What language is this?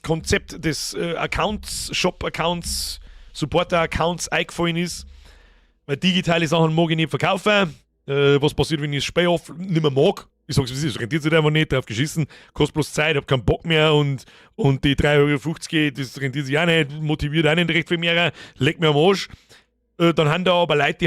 Bavarian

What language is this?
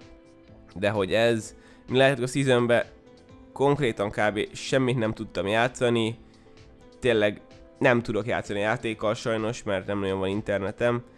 Hungarian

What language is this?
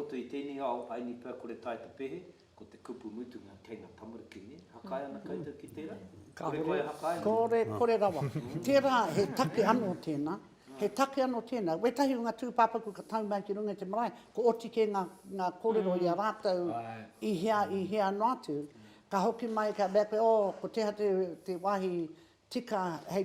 Māori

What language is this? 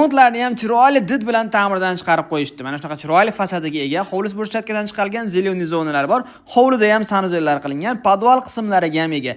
Uzbek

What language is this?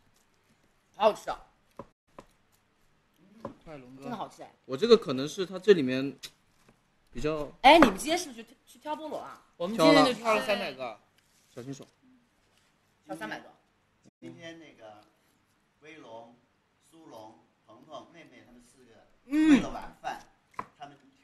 Chinese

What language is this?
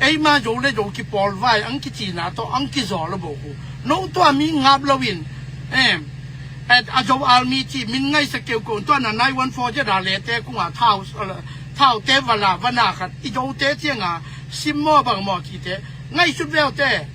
Tedim Chin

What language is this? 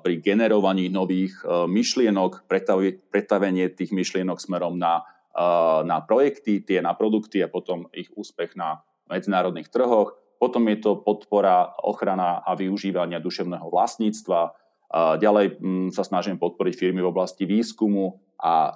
Slovak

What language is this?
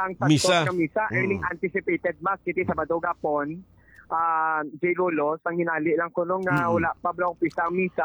Hiligaynon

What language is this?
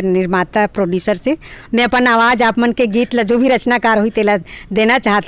Chhattisgarhi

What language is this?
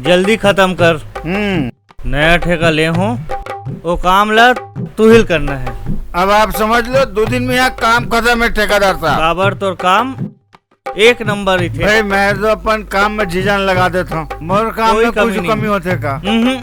Chhattisgarhi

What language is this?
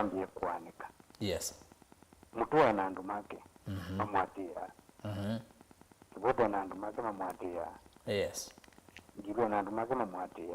Kamba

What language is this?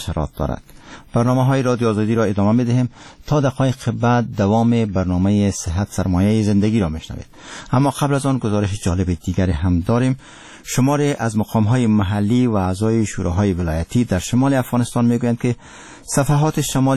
Persian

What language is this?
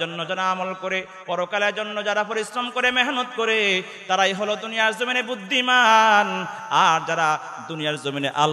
Bangla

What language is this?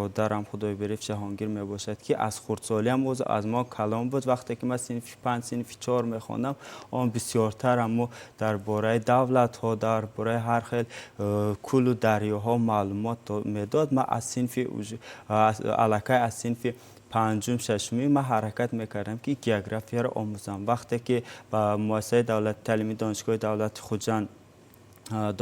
Tajik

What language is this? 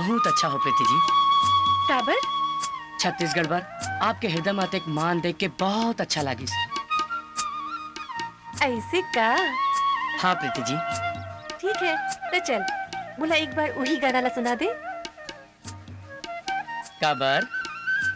Chhattisgarhi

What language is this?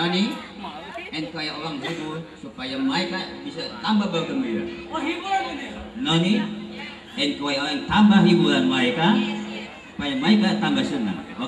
Betawi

